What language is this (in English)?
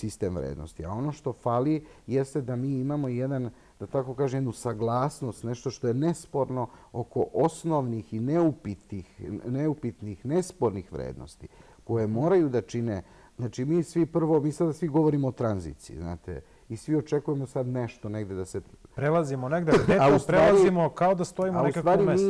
Serbian